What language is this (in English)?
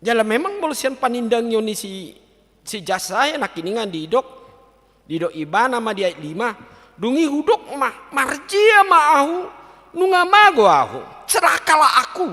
Batak Toba